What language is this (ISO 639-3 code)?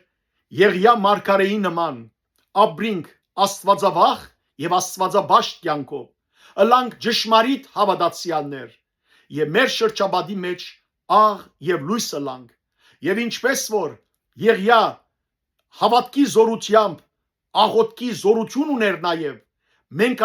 hyw